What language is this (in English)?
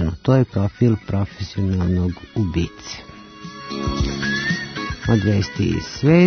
Serbian